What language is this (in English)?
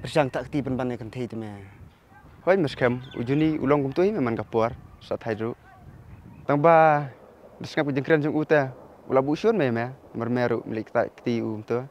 Khasi